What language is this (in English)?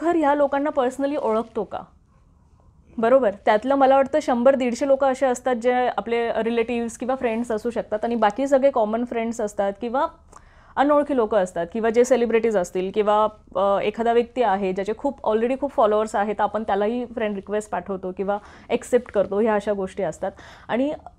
Marathi